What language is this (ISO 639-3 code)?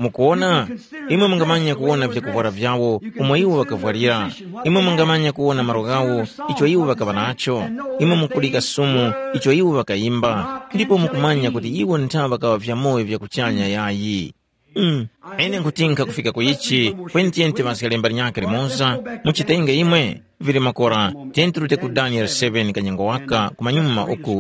tum